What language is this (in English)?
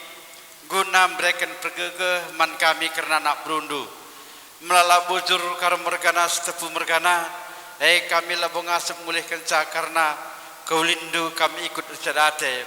Batak Karo